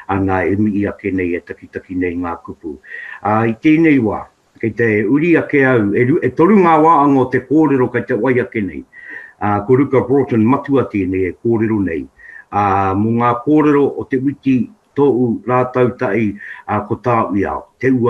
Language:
Māori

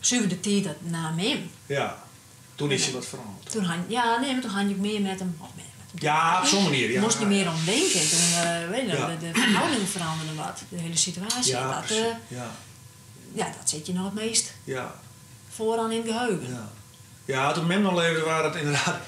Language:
Western Frisian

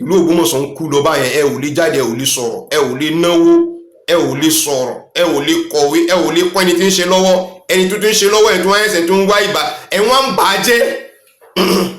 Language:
Yoruba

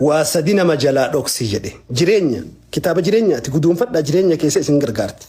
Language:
Oromo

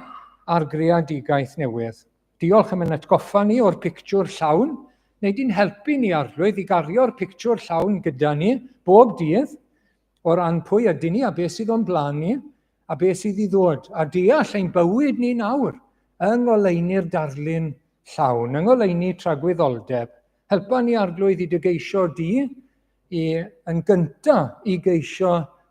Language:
Welsh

